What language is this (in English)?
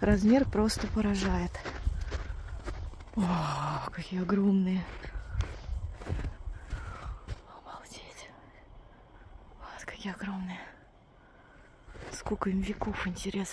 Russian